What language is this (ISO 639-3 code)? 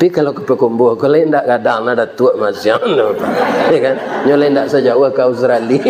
min